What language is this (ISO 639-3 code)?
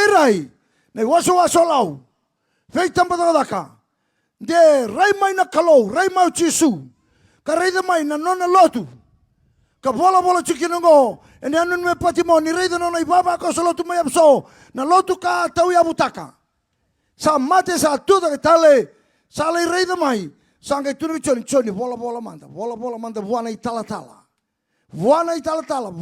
fij